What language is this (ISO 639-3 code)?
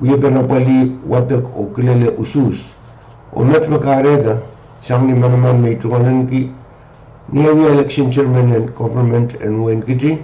pon